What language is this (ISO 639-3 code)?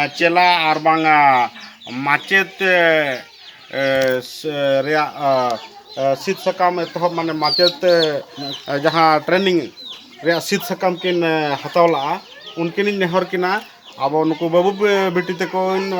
sat